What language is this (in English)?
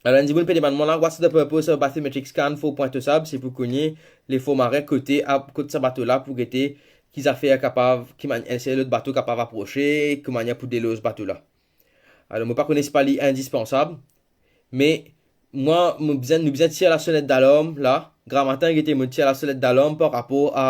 Morisyen